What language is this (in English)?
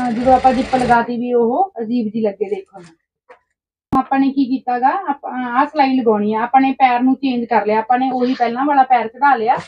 Punjabi